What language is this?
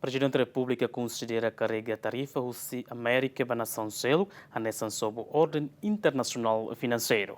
Tetum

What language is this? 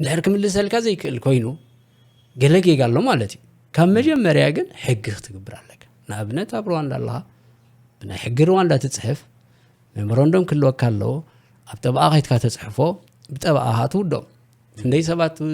Tigrinya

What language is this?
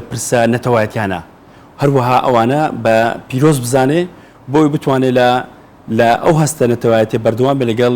Central Kurdish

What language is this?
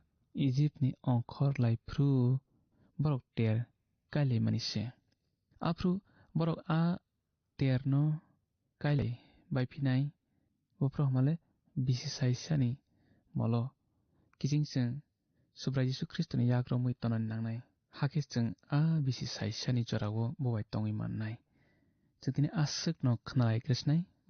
Kok Borok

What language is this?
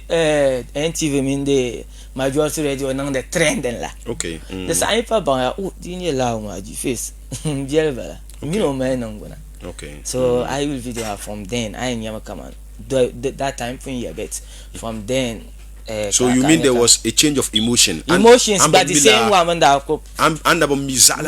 Dagbani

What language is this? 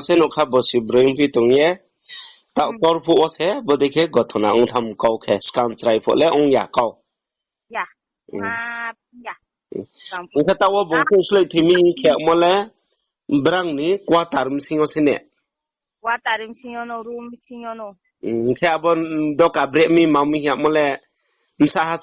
Riang (India)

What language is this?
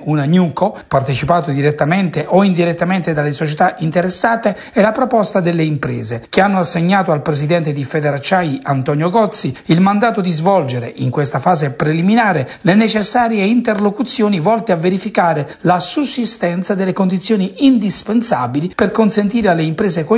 Italian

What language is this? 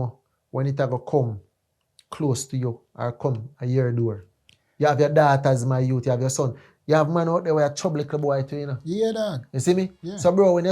Jamaican Creole English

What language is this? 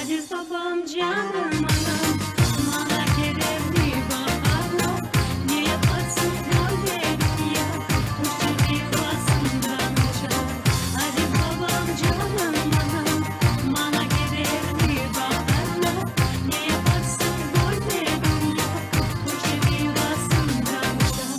Crimean Tatar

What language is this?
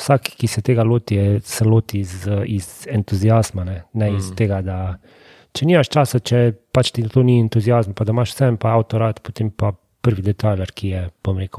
Slovenian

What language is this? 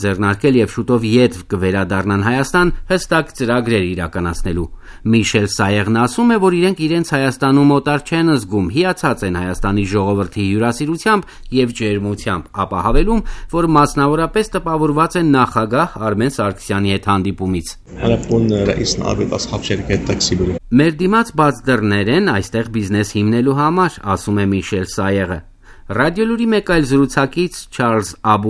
Armenian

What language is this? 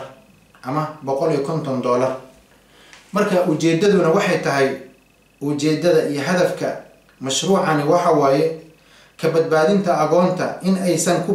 Somali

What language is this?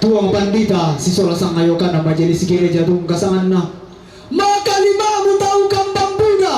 Toraja-Sa'dan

